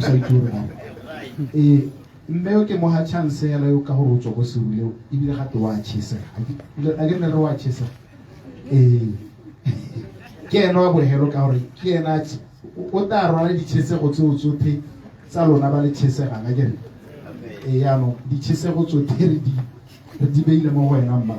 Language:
Tswana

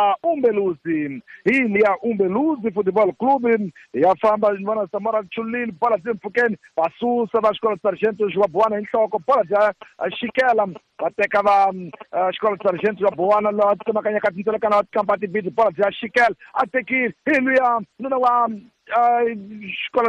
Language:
Tsonga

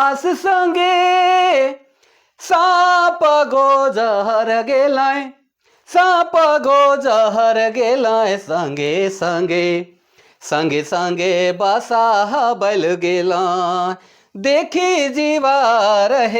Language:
Sadri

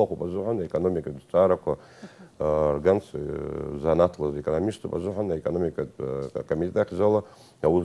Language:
Abkhazian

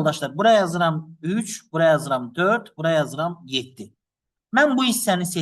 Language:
Azerbaijani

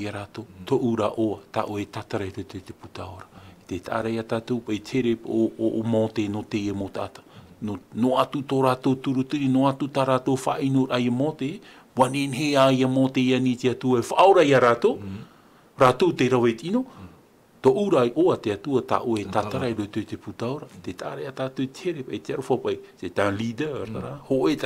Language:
Tahitian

